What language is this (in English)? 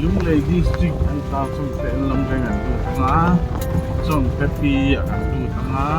Mizo